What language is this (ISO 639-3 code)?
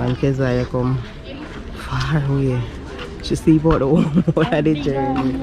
jam